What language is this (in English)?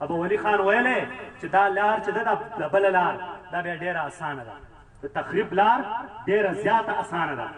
Pashto